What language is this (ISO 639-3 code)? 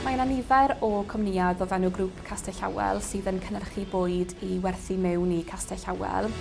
cym